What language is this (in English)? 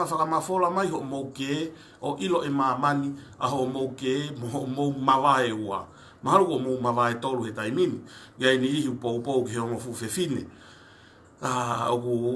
Tongan